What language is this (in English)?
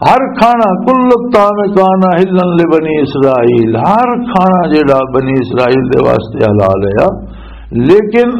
Western Panjabi